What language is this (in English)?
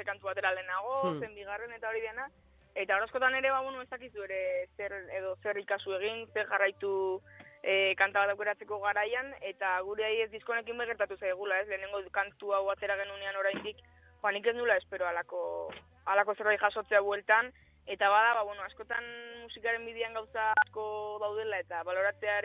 Basque